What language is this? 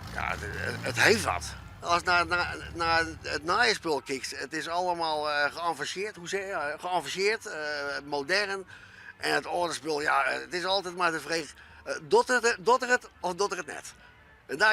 Western Frisian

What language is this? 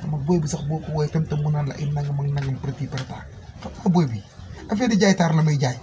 Wolof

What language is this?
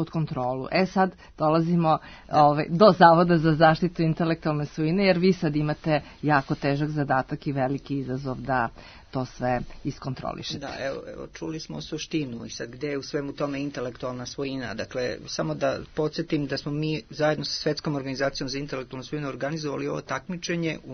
Serbian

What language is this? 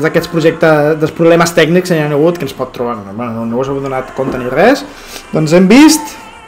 Catalan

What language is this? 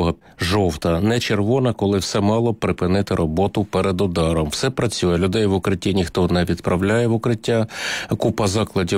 Ukrainian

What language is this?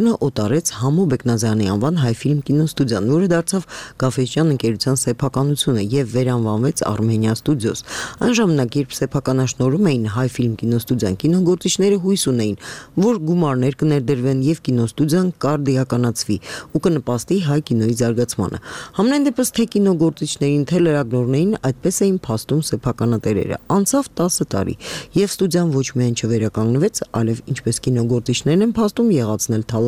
Armenian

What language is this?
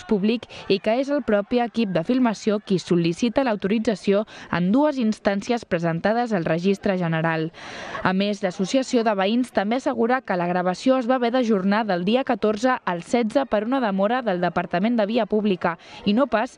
Catalan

